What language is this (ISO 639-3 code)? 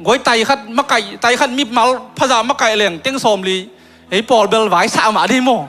ctd